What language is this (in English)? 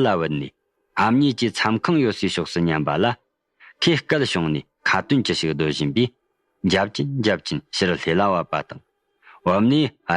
Tibetan